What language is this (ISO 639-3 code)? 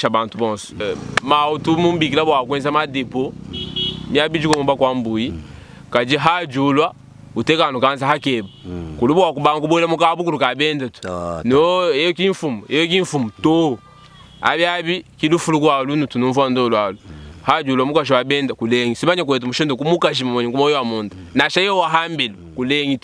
lua